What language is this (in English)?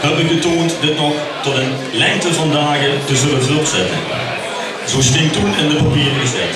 Limburgish